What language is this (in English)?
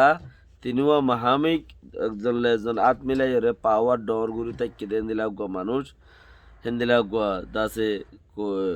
Rohingya